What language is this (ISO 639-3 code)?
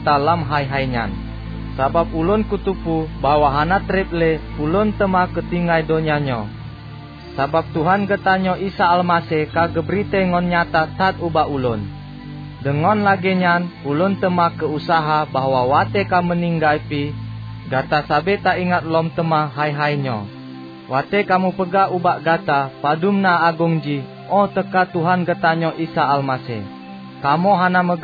ace